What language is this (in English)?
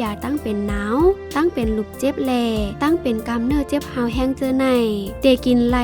Shan